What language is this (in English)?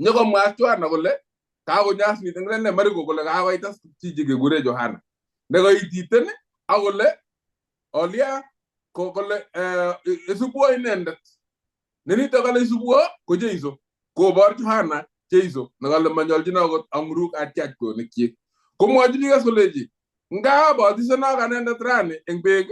Kalenjin